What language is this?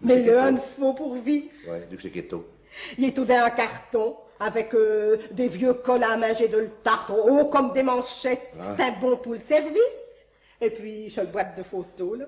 Picard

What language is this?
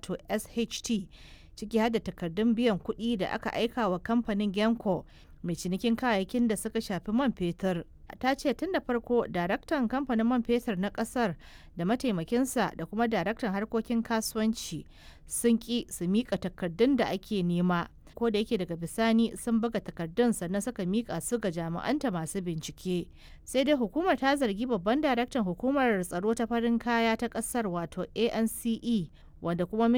Hausa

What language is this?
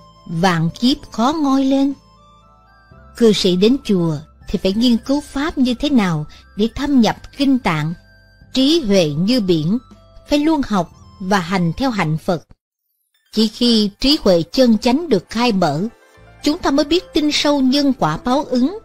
Vietnamese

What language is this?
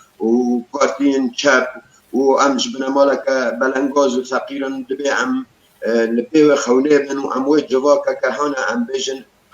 Kurdish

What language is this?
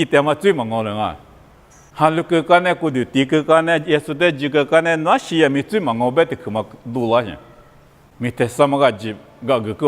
Lisu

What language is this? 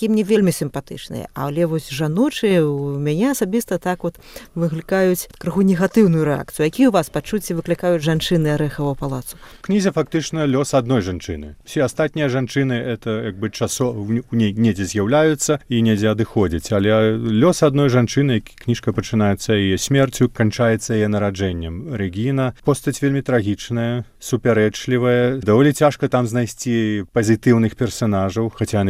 Belarusian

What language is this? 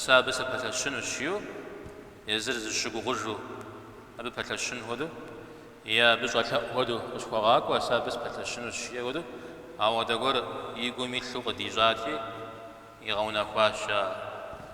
Kabardian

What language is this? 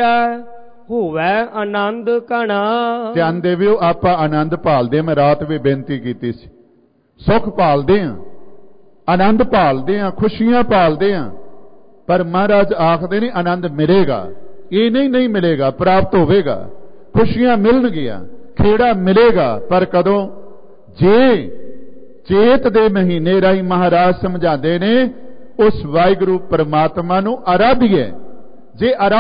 Punjabi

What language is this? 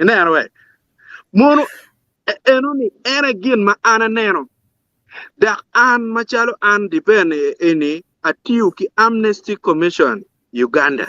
Acoli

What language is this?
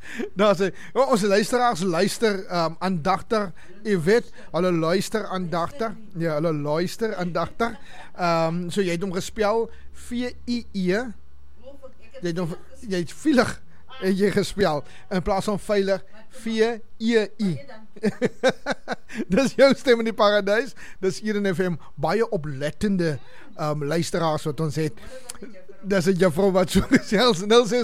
Afrikaans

